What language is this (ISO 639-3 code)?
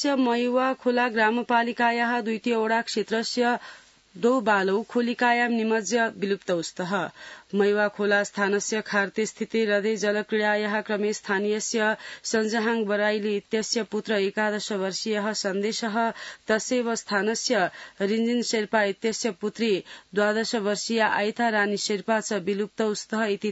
san